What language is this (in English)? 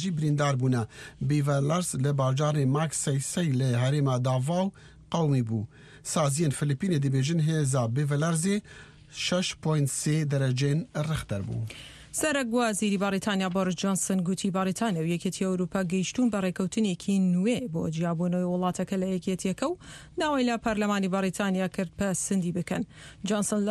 Central Kurdish